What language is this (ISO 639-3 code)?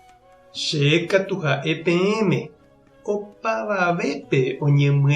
grn